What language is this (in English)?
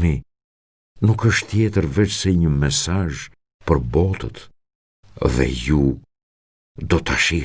Albanian